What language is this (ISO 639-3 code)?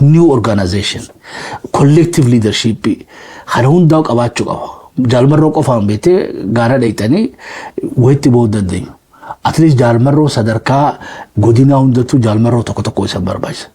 orm